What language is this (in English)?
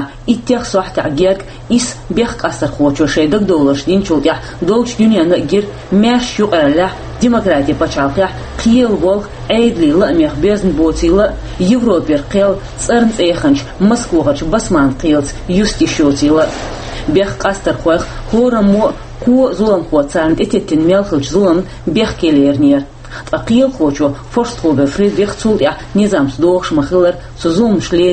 Chechen